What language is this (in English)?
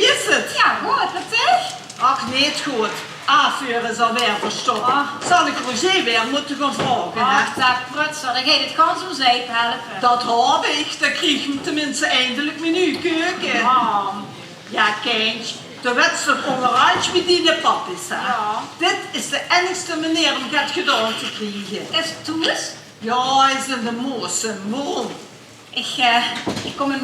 Limburgish